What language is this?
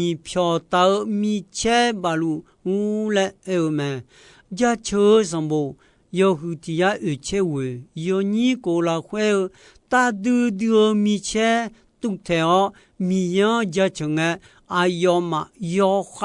Akha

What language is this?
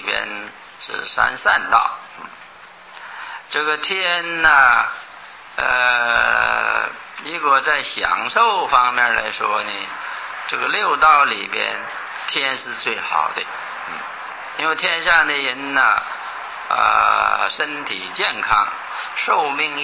Chinese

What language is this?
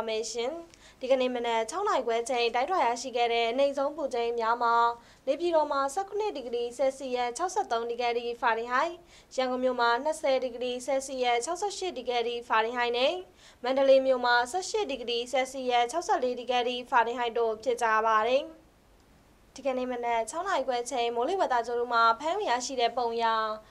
Burmese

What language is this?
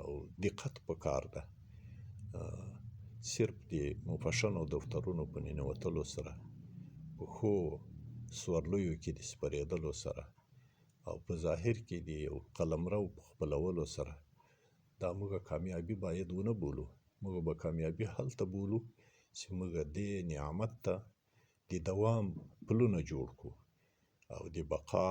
Pashto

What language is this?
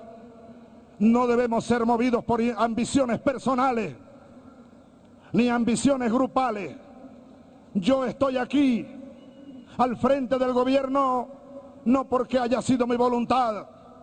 Spanish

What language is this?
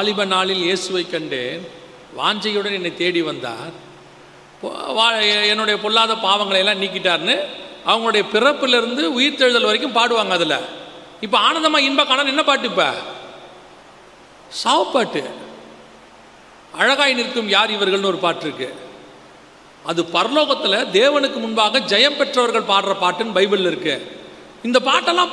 Tamil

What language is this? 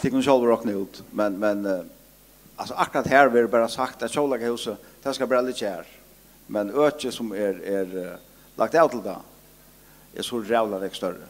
Faroese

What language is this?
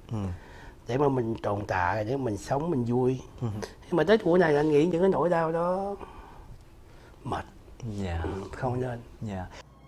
Vietnamese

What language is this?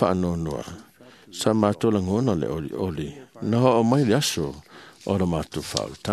Samoan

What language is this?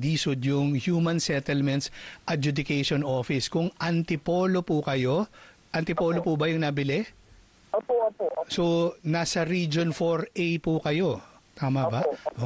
Filipino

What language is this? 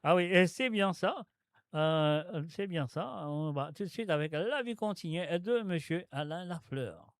Morisyen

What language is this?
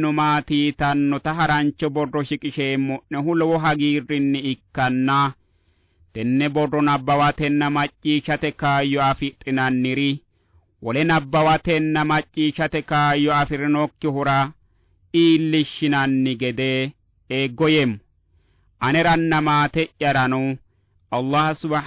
Sidamo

